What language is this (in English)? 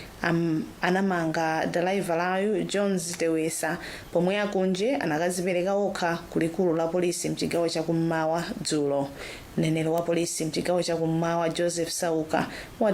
Nyanja